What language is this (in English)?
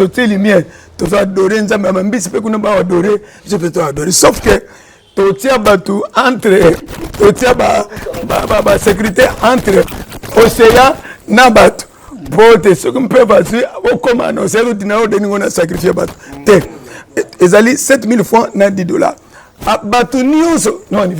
Lingala